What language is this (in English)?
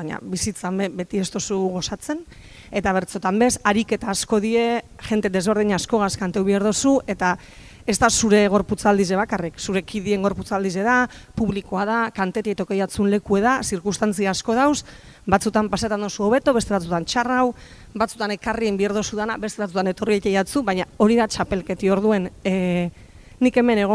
Basque